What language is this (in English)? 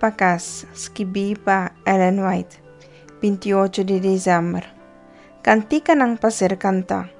Papiamento